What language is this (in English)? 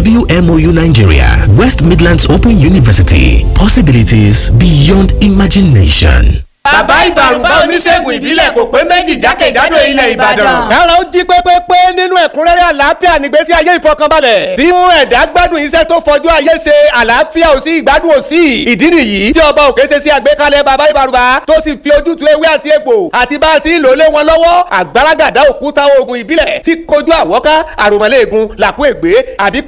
Yoruba